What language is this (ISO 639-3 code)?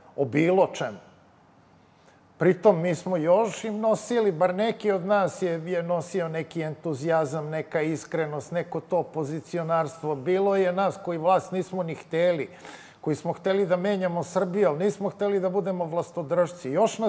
srp